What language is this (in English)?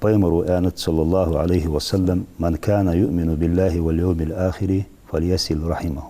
Ingush